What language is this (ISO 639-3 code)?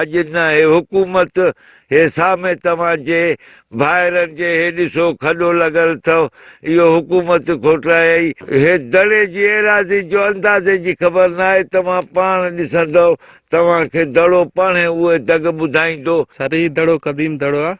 snd